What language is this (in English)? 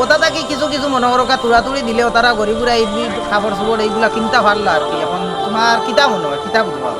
Sylheti